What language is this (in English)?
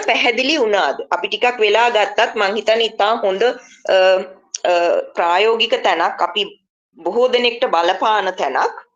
Sinhala